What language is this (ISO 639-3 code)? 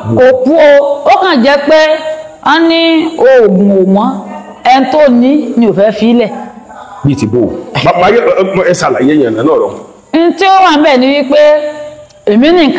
yor